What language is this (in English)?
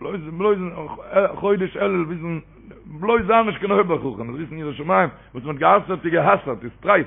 Yiddish